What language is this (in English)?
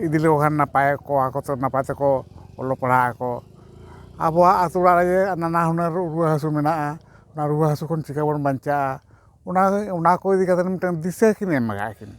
Santali